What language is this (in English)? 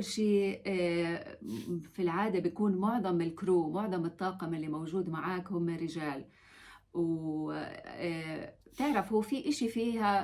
North Levantine Arabic